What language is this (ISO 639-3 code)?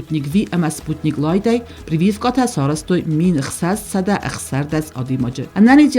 oss